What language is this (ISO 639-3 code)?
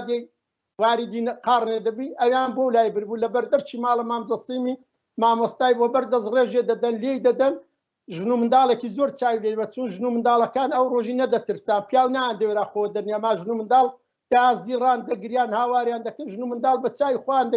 ckb